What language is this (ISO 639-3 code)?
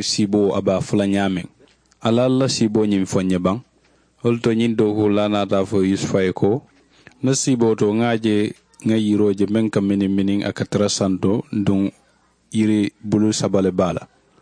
man